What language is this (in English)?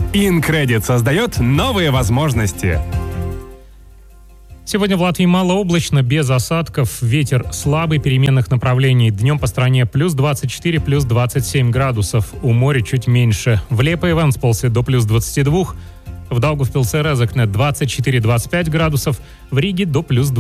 Russian